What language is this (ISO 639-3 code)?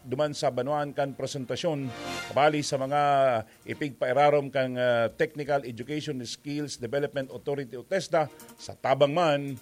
bik